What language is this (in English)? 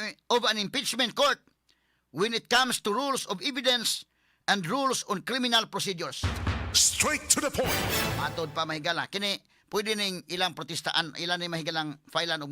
Cebuano